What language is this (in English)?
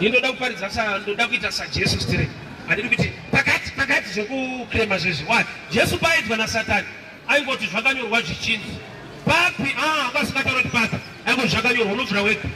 Shona